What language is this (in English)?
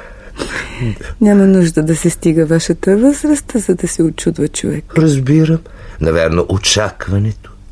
Bulgarian